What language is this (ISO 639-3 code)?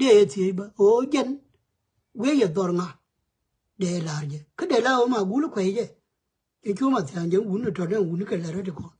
nus